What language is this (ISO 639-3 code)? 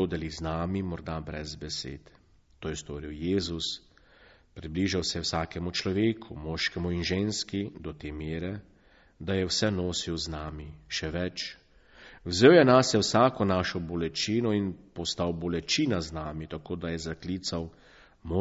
slv